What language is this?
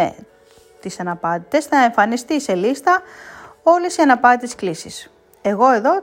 Greek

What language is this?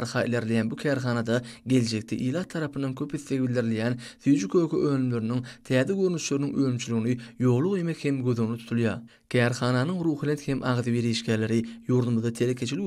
Turkmen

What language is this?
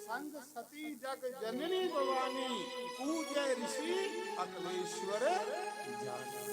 Dogri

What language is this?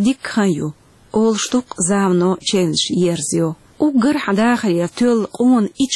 Chechen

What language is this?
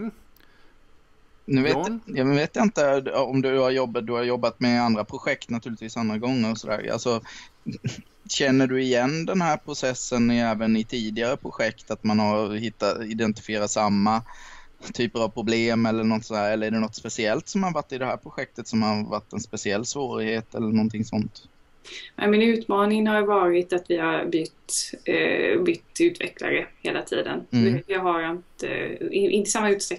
Swedish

